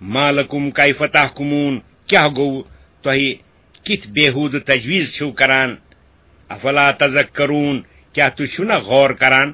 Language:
Kashmiri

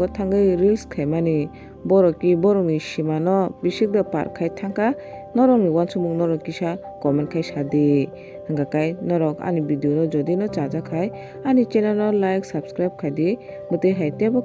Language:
Kok Borok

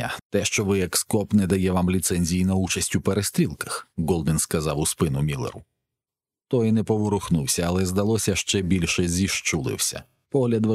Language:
Ukrainian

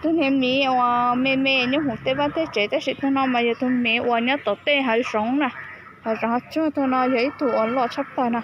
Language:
Hmong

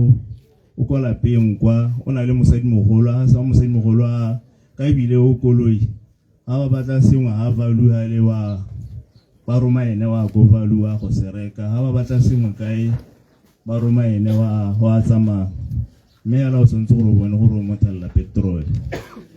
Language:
Tswana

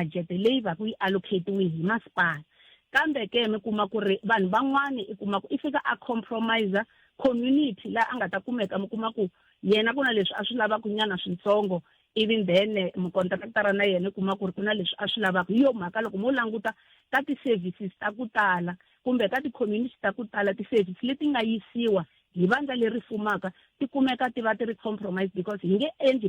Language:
Tsonga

